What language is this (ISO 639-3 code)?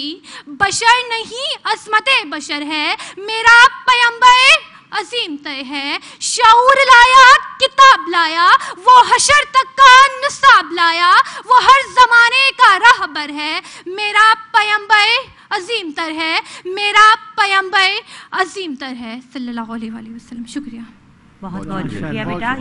urd